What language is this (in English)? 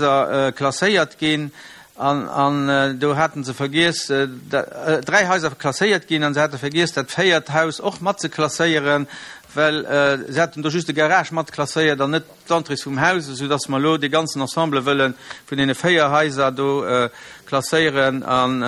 Luxembourgish